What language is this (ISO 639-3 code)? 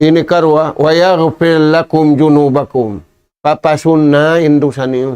tsg